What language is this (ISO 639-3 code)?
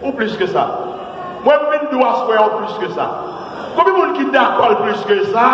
hat